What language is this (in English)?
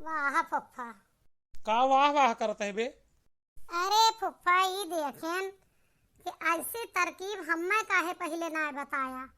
Awadhi